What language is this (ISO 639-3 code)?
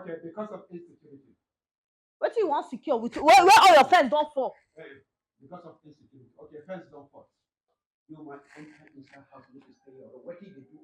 pcm